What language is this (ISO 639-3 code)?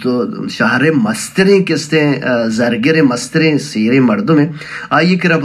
bal